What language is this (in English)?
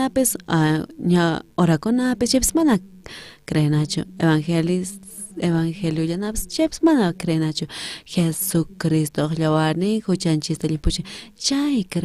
South Bolivian Quechua